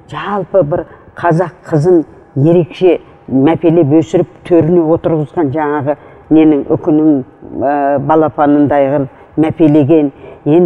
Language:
Kazakh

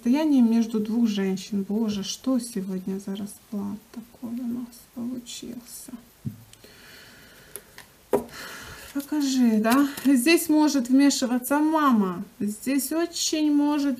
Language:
Russian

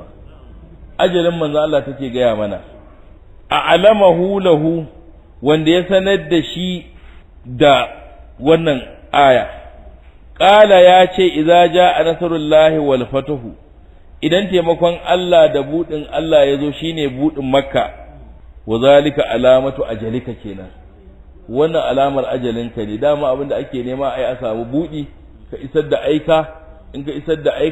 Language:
Hausa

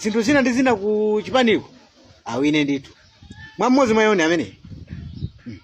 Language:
Nyanja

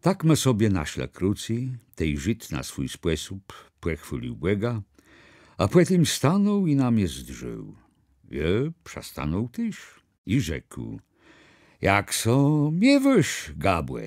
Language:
Kashubian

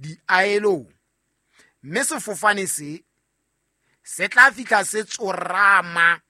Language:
Southern Sotho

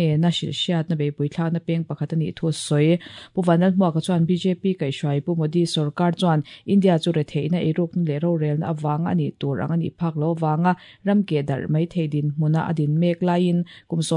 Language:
Mizo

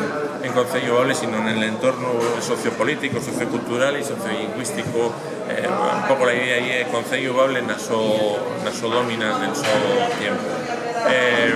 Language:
Asturian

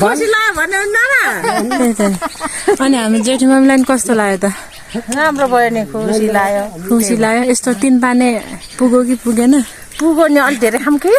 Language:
Nepali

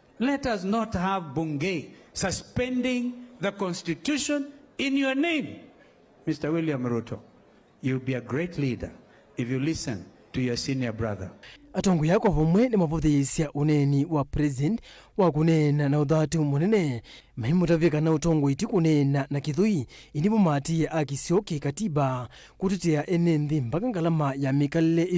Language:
Kamba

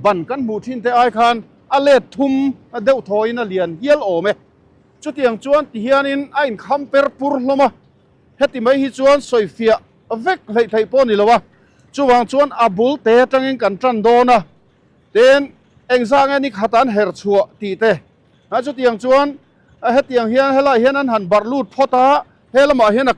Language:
Mizo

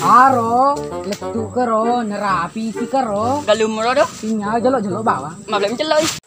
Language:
Buginese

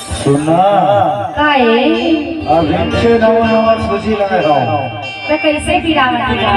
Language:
Chhattisgarhi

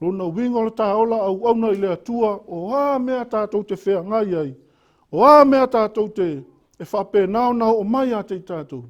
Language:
Samoan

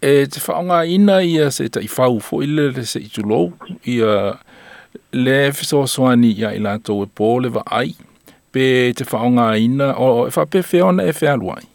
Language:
Samoan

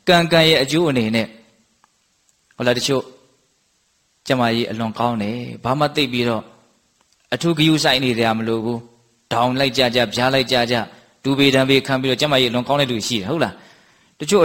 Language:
Burmese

